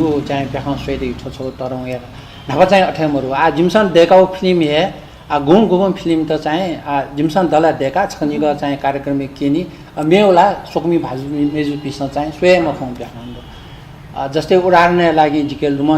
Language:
Newari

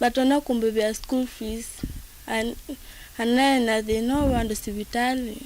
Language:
Kamba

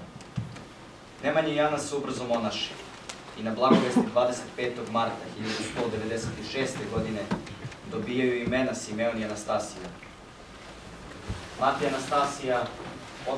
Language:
Serbian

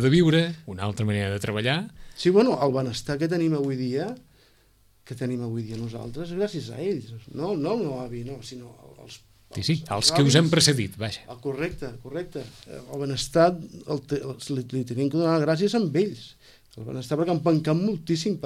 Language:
Catalan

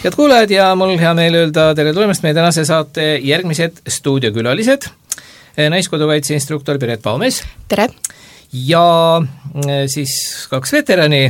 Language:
Estonian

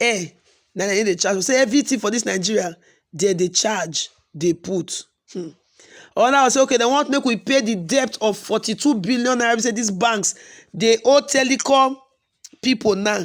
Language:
Nigerian Pidgin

